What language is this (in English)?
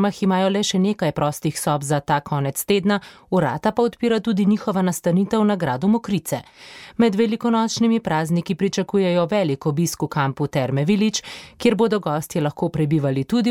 Slovenian